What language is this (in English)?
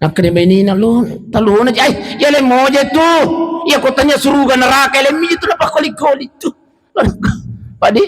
Buginese